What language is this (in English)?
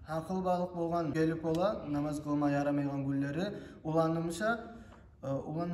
Kumyk